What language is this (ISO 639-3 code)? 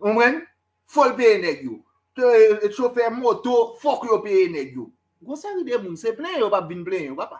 hat